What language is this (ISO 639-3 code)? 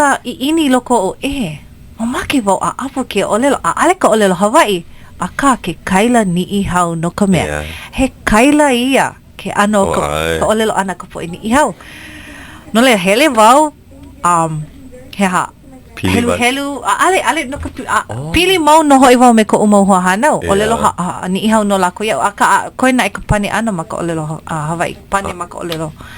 haw